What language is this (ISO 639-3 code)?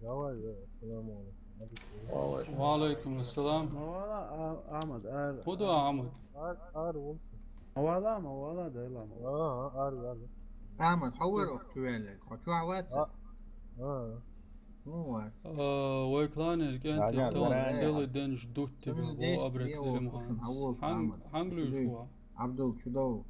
che